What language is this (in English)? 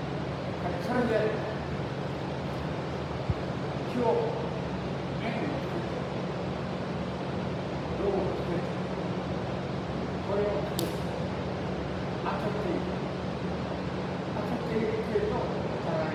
Japanese